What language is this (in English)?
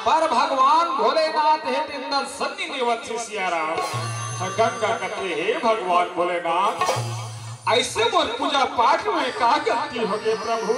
Chhattisgarhi